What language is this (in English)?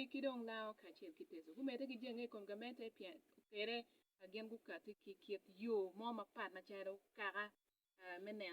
Acoli